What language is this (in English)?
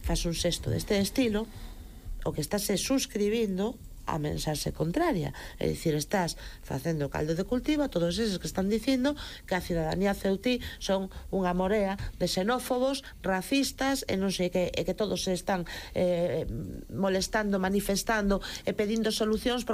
Galician